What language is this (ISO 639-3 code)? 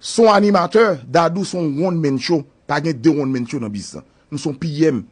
hat